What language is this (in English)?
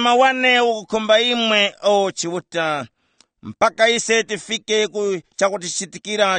Tumbuka